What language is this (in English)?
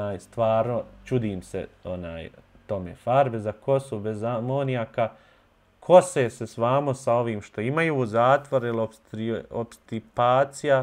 Bosnian